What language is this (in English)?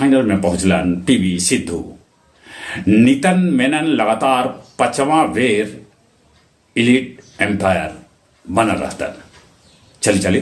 Magahi